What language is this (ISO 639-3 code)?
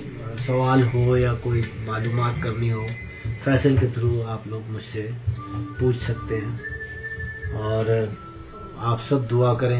urd